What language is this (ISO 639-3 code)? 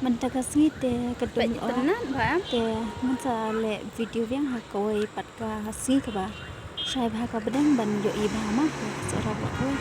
kha